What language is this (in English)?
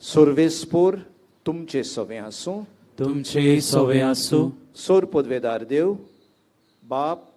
Konkani